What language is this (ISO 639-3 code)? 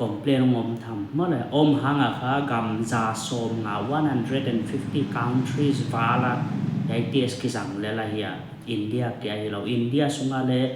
pck